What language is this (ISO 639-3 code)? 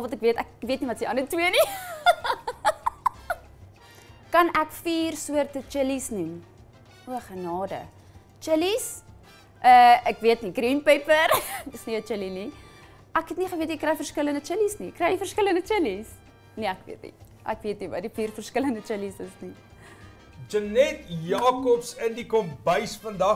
afr